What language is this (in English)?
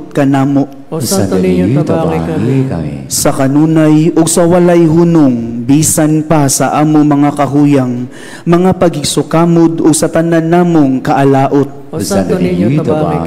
Cebuano